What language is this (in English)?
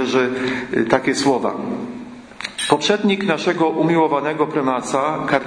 Polish